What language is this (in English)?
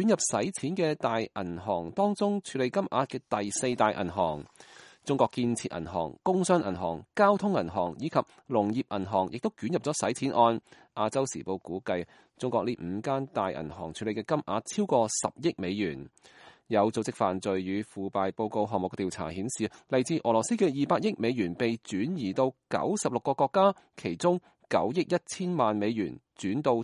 Cantonese